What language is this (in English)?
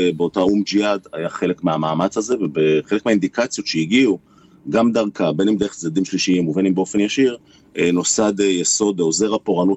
Hebrew